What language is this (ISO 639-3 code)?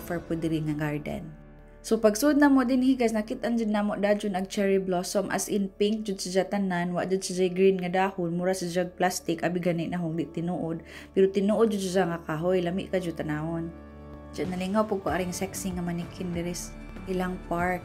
ceb